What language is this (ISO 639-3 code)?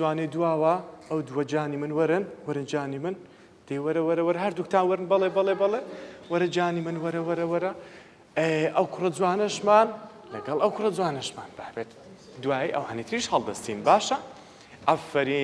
ckb